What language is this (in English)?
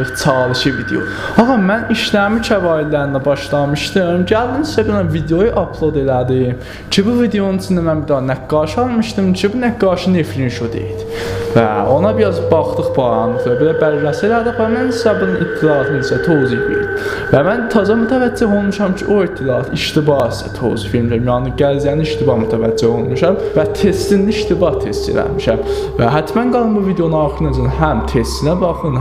South Azerbaijani